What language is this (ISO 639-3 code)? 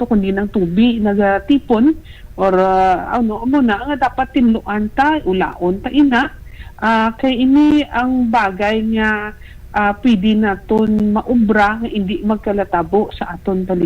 hil